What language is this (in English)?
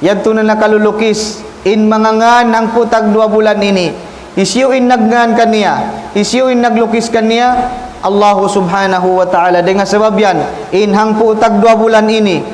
Tausug